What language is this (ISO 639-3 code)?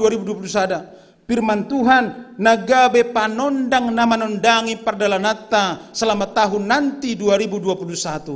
bts